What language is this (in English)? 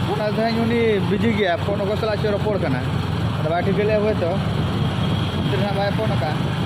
Santali